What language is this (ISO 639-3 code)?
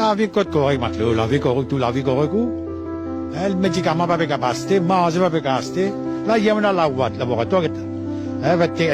mfe